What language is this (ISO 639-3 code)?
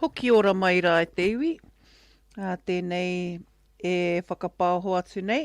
mri